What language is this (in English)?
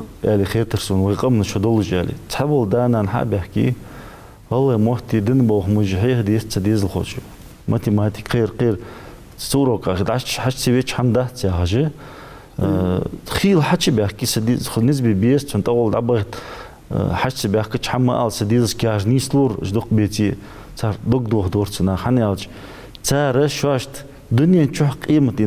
Ingush